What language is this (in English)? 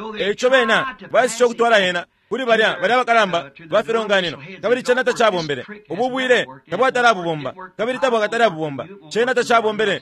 Bemba